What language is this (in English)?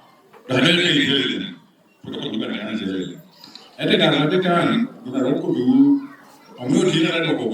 Lango (Uganda)